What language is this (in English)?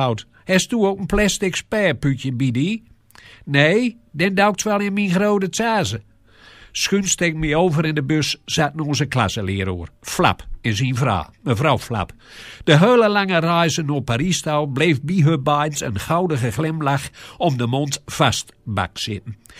Gronings